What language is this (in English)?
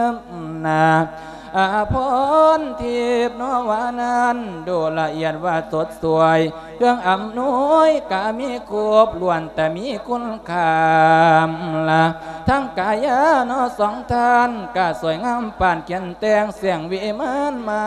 Lao